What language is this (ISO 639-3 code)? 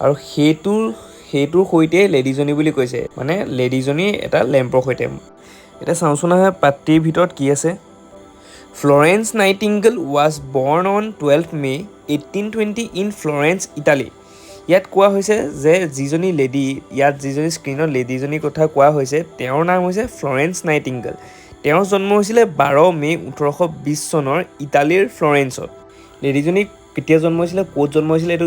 asm